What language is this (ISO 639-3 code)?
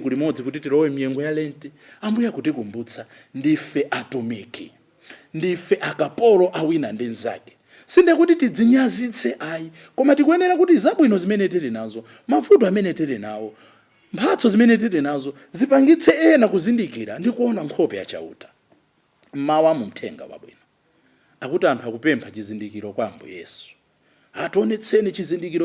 nya